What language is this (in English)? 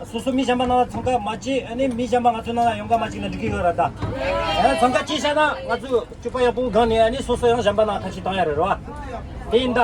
Tibetan